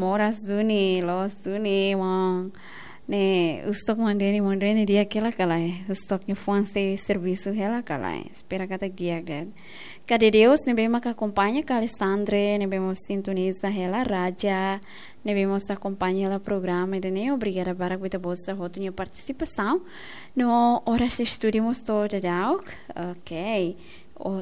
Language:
Tetum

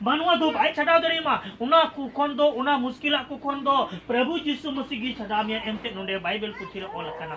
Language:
Santali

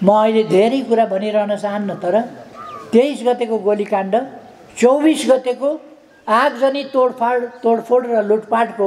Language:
Nepali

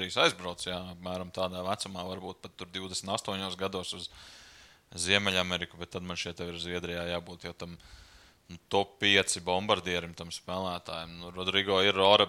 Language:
Latvian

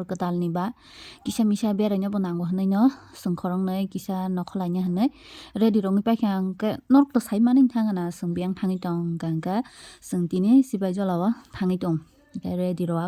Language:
Kok Borok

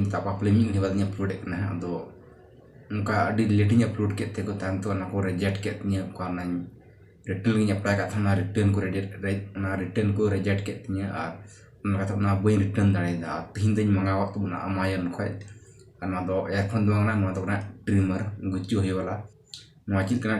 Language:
Santali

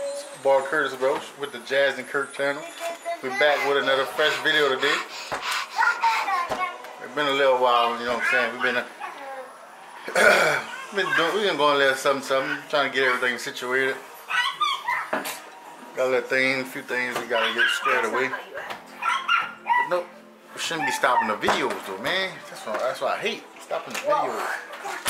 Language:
English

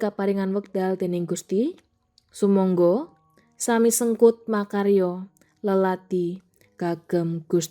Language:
Javanese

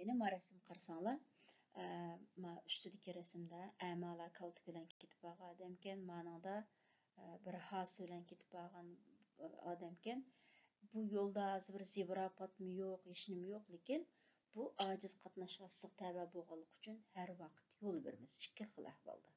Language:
Uyghur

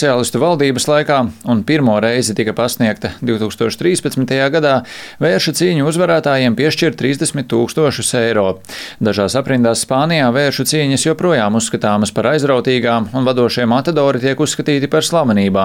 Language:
Latvian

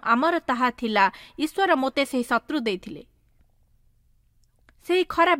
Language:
Odia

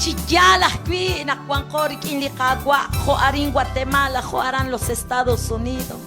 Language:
Kekchí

